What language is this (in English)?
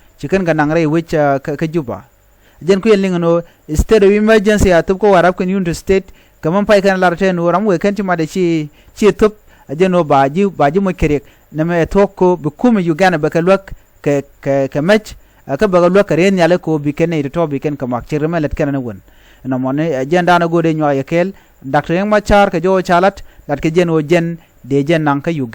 Nuer